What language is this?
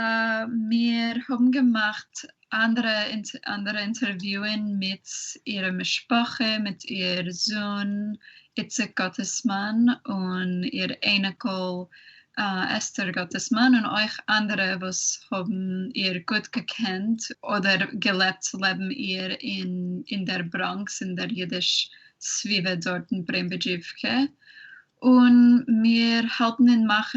Yiddish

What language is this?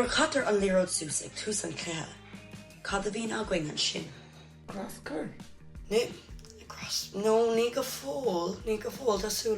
Irish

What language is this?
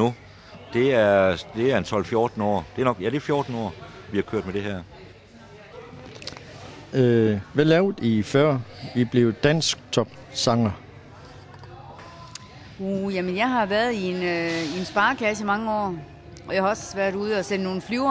Danish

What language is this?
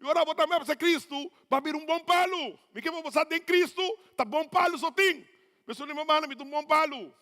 Papiamento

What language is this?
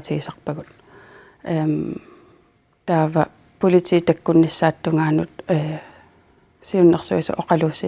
Kalaallisut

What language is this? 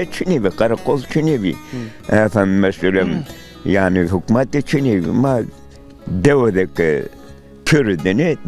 Zaza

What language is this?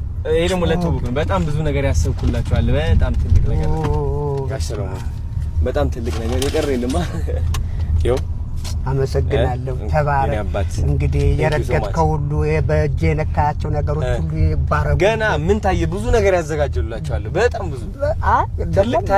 Amharic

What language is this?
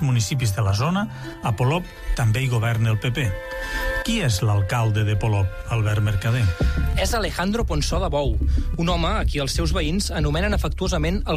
Catalan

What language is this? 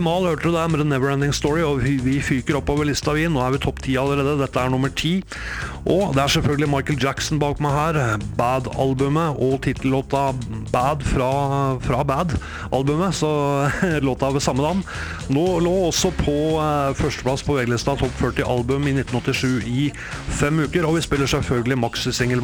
Norwegian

